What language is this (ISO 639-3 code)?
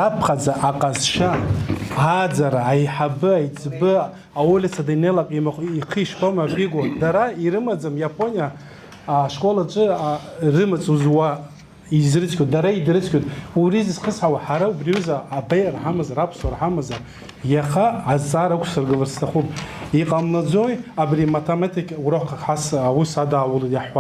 abk